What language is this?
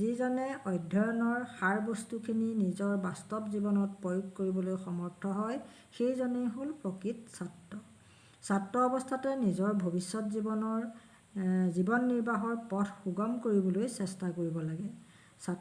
Assamese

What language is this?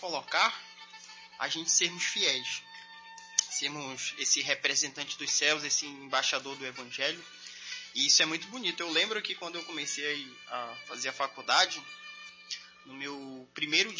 Portuguese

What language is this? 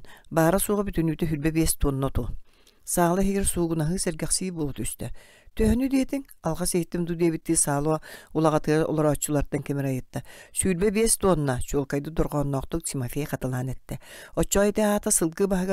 Yakut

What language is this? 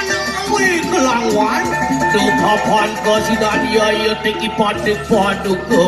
Balinese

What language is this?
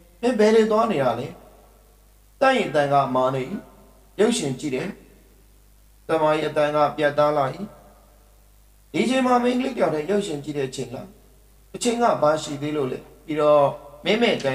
Burmese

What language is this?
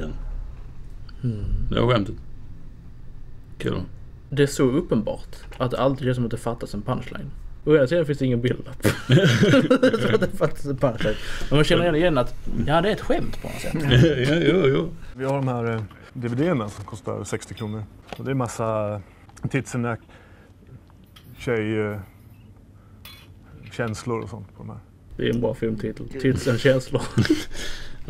Swedish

